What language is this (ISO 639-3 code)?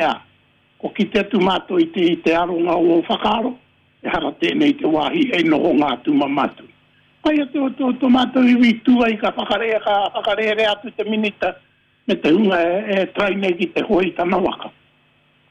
mri